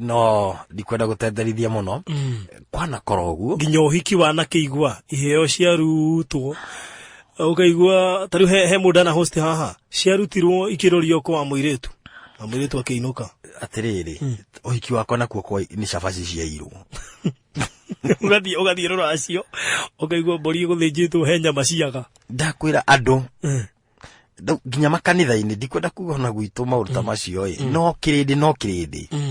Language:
Kikuyu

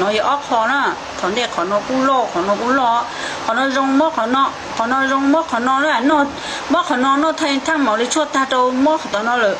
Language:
Hmong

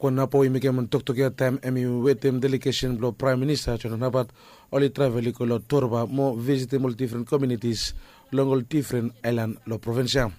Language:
Bislama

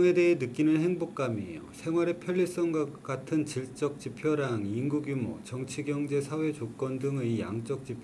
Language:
Korean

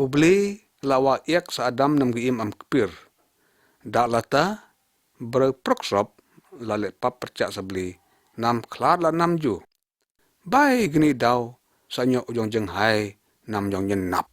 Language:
Lyngngam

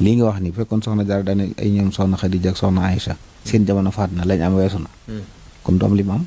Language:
Wolof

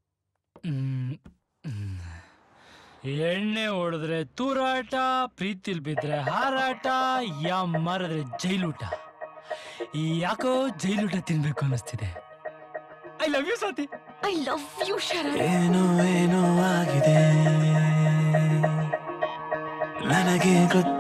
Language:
Kannada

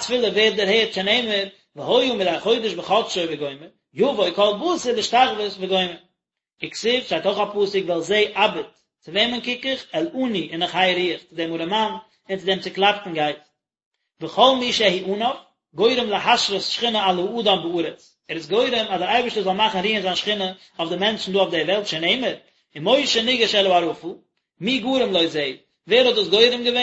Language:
Yiddish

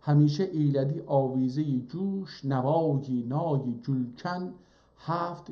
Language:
South Azerbaijani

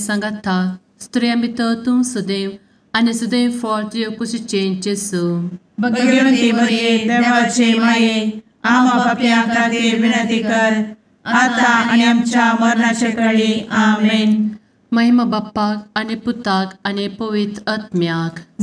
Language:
Konkani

